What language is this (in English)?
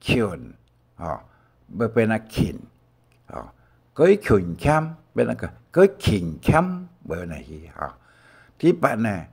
Hakka Chinese